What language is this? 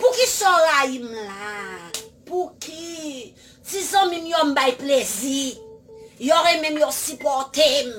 Haitian Creole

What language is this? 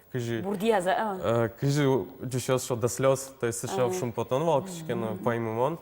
Udmurt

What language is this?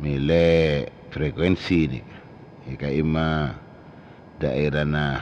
Madurese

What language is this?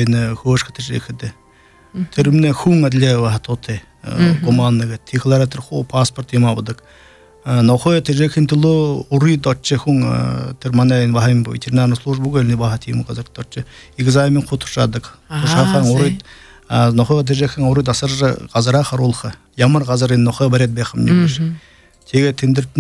Buriat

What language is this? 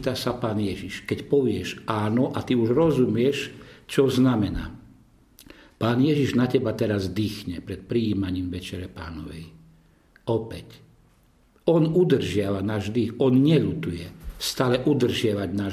Slovak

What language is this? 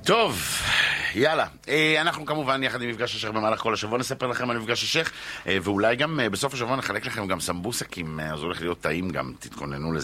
Hebrew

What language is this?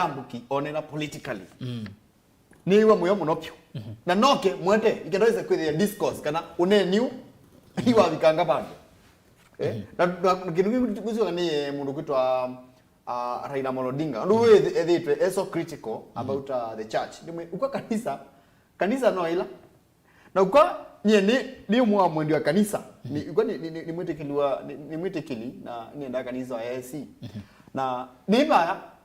Kamba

